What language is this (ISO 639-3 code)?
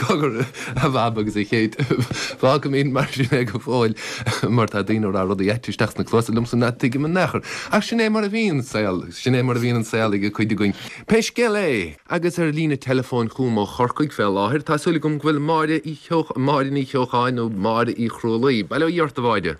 gle